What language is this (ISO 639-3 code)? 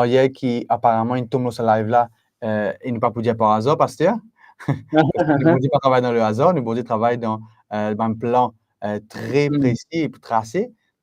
mfe